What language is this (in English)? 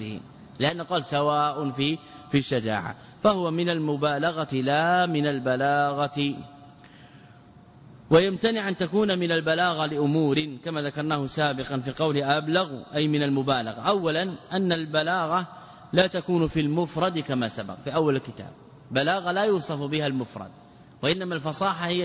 Arabic